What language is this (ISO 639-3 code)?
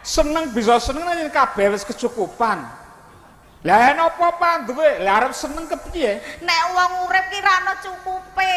jav